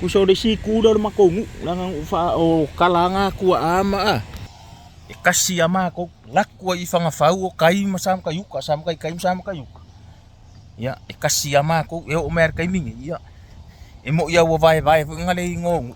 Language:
Samoan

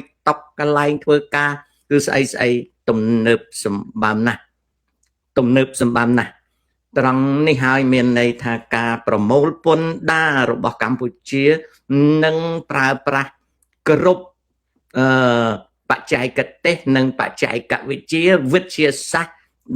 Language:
Khmer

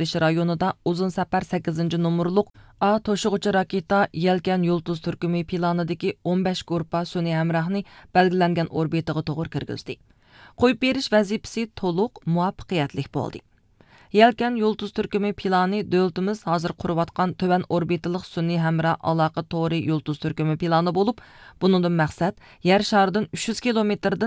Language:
Uyghur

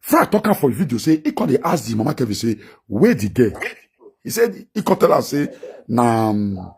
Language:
Nigerian Pidgin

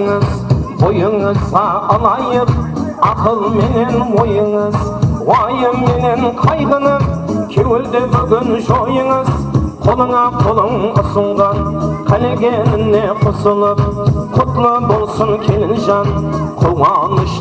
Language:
Kara-Kalpak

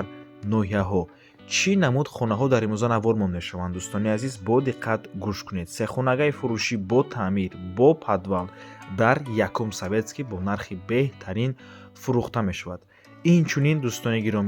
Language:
Tajik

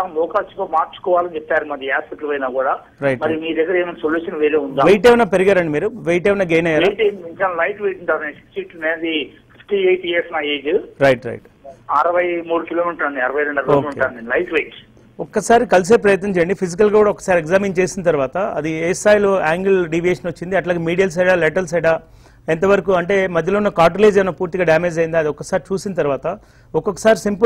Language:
Telugu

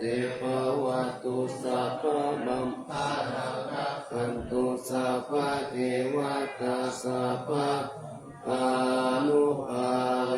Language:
Pali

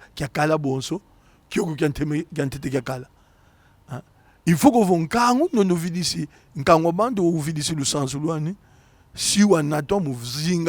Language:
Kongo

